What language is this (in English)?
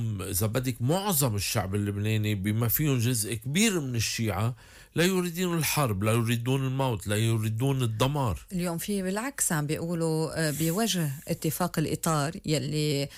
North Levantine Arabic